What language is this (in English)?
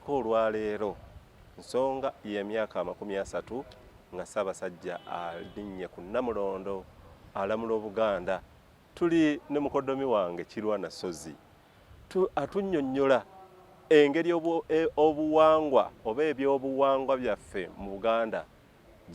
Ganda